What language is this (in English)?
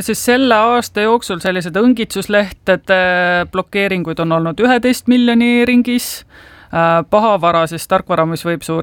Estonian